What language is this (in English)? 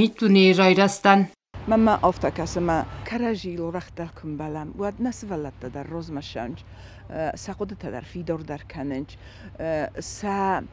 Ossetic